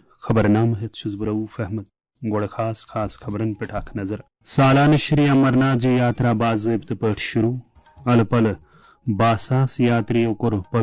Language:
Kashmiri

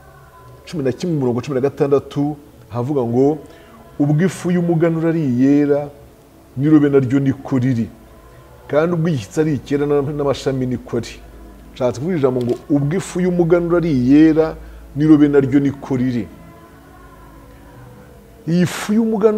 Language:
Kinyarwanda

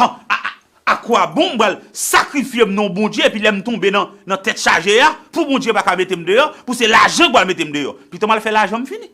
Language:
Haitian Creole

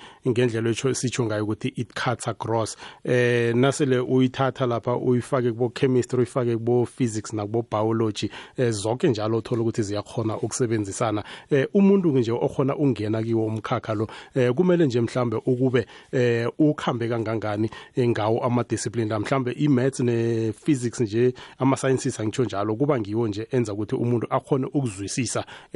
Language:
South Ndebele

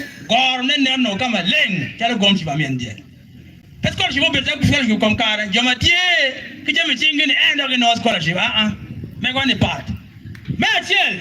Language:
Acoli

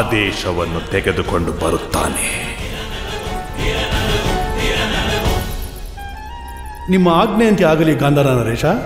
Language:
Kannada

